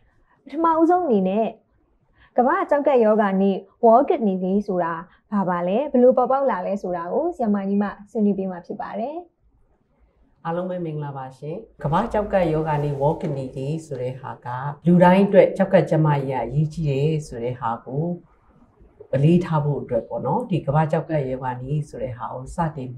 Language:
Burmese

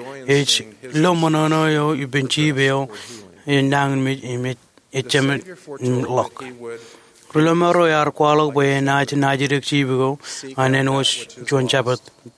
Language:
Marshallese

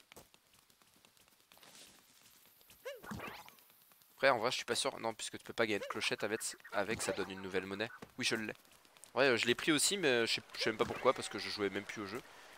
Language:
French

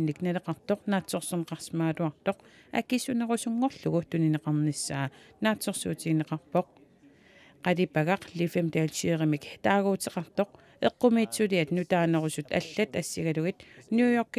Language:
Kalaallisut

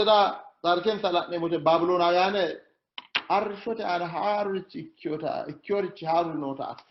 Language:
Sidamo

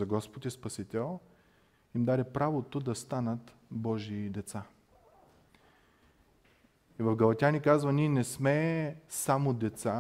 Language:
Bulgarian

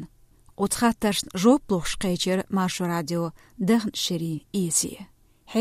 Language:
Chechen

